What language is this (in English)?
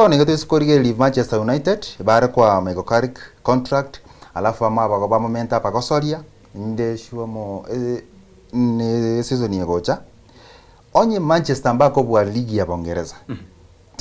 Gusii